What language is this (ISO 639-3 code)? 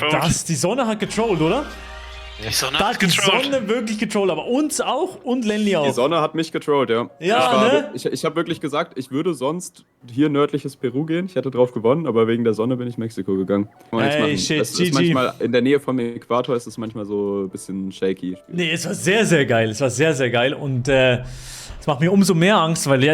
gsw